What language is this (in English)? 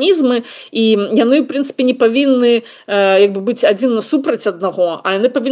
Belarusian